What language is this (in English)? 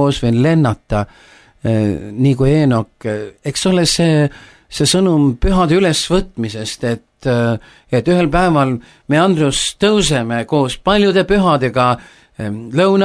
Estonian